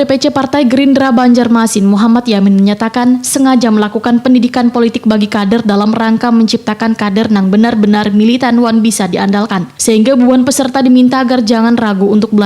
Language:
Banjar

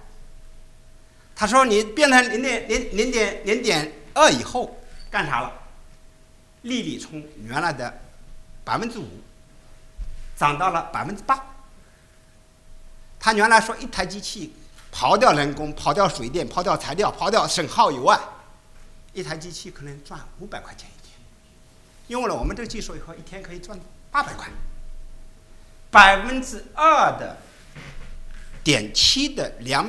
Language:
Chinese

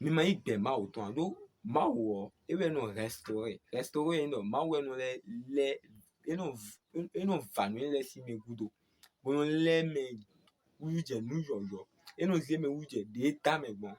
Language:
Fon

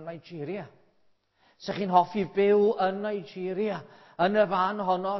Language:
Welsh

